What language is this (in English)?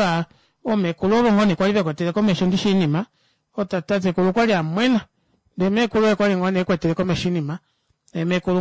Kuanyama